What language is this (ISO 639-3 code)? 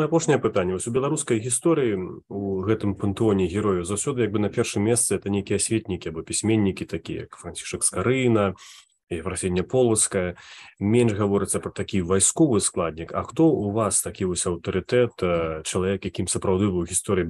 bel